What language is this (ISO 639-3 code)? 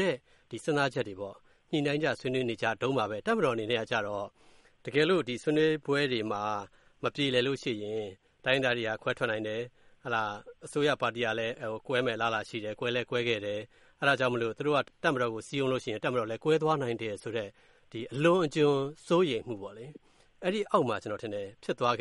mya